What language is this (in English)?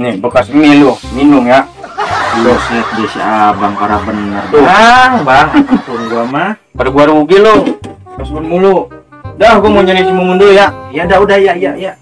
Betawi